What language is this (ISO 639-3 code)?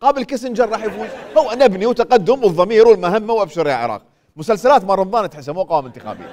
acm